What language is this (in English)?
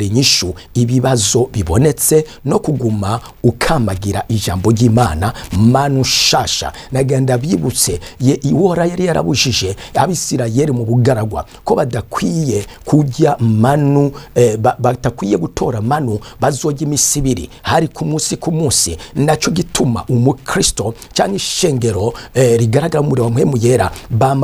Rundi